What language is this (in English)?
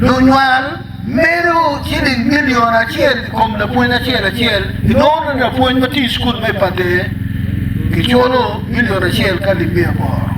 Acoli